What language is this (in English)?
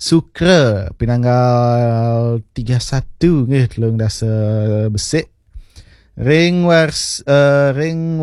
Balinese